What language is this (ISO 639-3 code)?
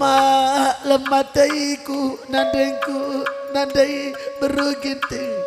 btx